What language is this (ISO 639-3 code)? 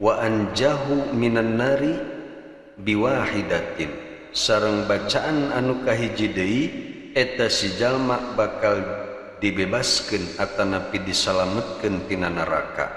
sun